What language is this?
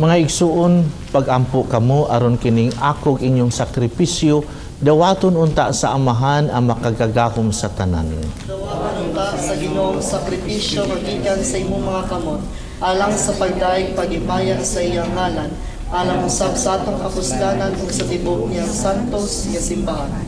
Cebuano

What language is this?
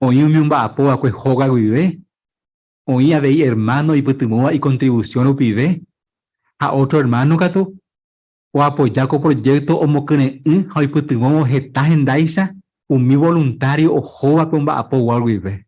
Guarani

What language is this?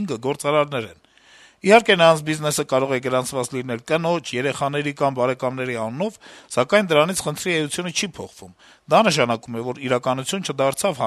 Armenian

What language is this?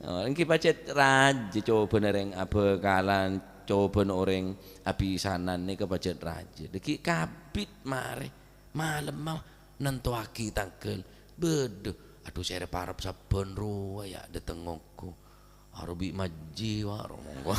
Madurese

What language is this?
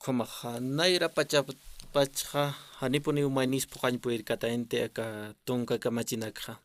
Aymara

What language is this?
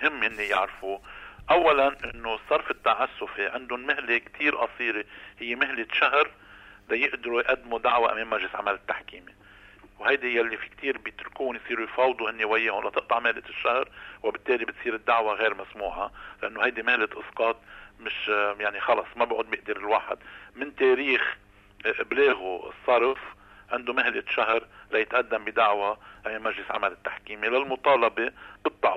North Levantine Arabic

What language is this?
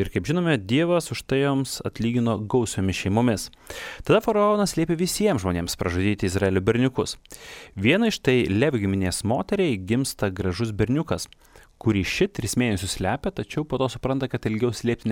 Lithuanian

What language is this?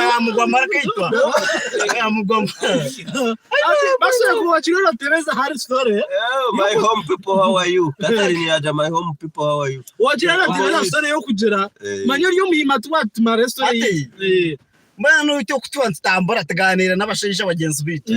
Nyankole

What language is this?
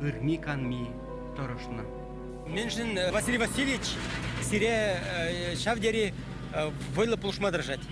Chuvash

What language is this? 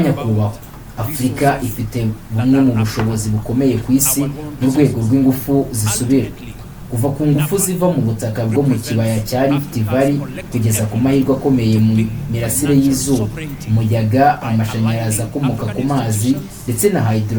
Kinyarwanda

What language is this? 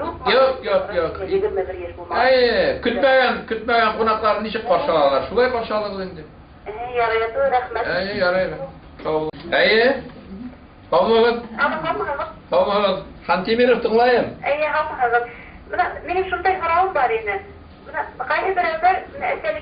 Bashkir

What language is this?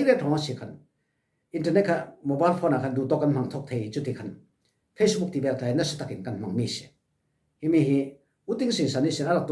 Falam Chin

